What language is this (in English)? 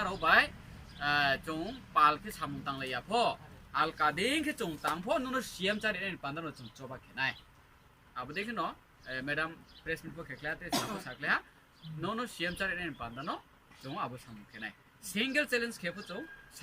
Riang (India)